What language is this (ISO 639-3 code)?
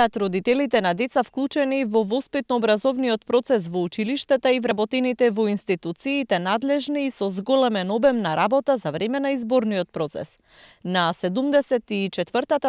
mkd